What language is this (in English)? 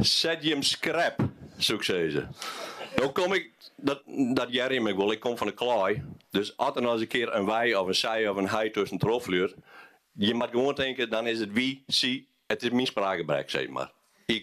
Western Frisian